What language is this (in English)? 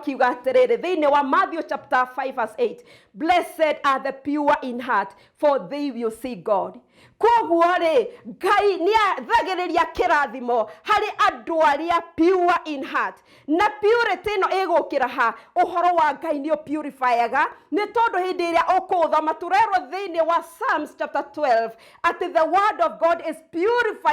Kikuyu